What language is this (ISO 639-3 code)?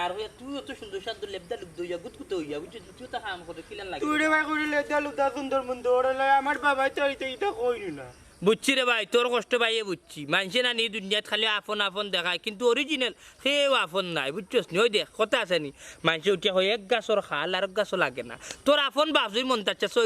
syl